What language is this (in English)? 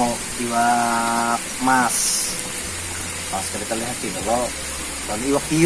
Banjar